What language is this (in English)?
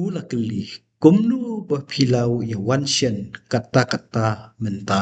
Khasi